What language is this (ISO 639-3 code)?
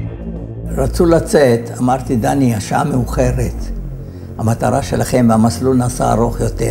heb